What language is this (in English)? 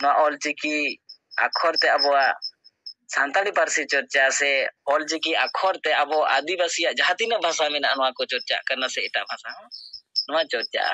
Santali